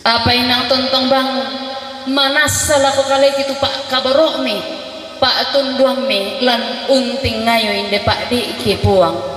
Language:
Toraja-Sa'dan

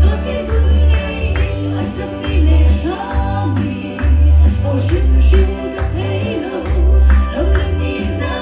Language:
Hakha Chin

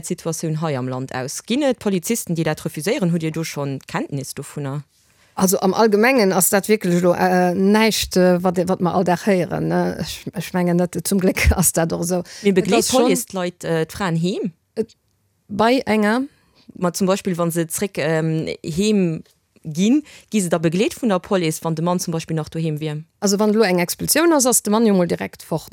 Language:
Luxembourgish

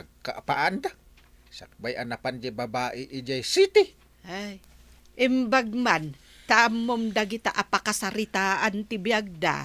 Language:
Iloko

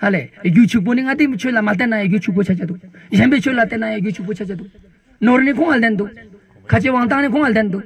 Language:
Ladakhi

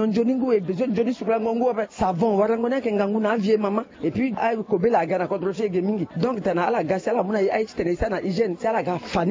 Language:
Sango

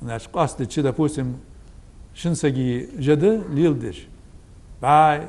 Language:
Ingush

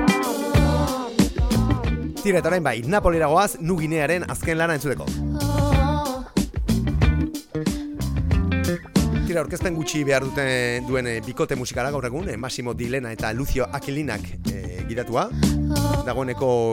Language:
Basque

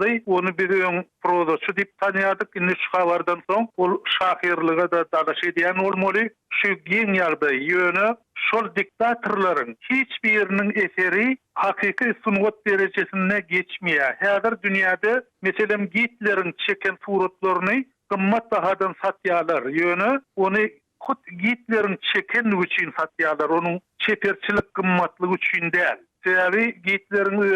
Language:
Turkmen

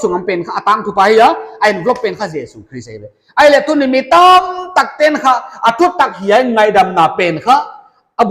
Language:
Paite Chin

